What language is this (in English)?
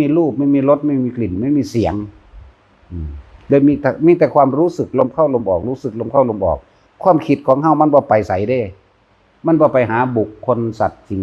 Northeastern Thai